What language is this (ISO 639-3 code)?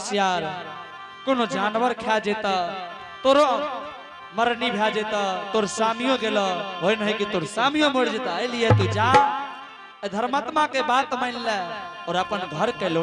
anp